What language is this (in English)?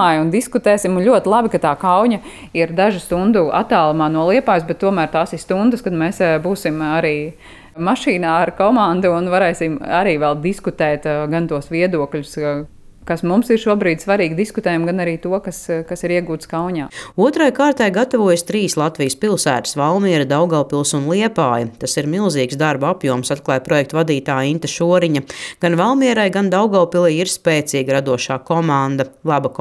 Latvian